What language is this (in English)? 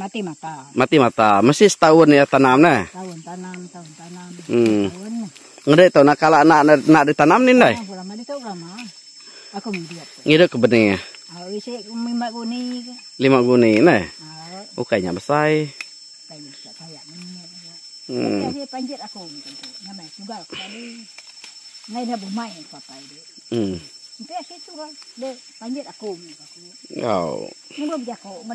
Iban